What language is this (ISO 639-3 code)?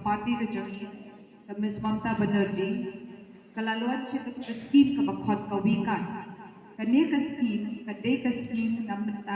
kha